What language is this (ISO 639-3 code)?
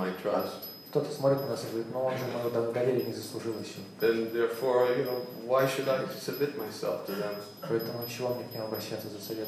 rus